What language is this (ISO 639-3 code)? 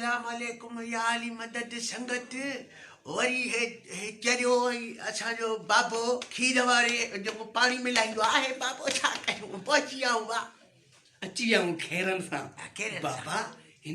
snd